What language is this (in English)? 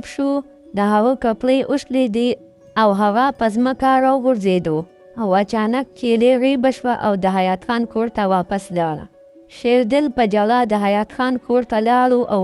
Pashto